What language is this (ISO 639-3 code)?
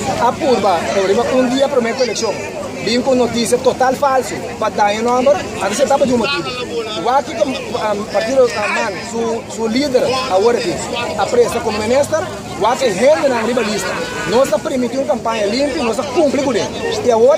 pap